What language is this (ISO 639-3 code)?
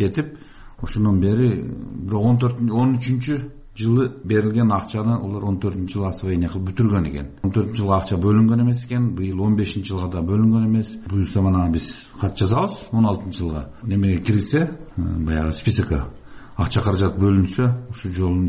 kir